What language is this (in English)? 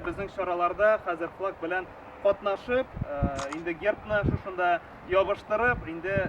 Tatar